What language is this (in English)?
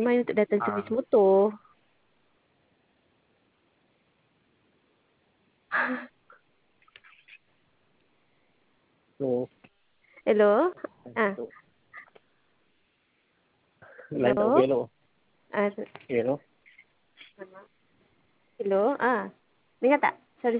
Malay